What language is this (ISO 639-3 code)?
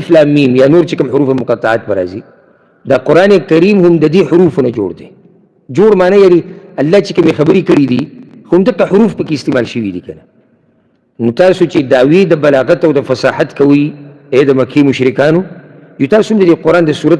pus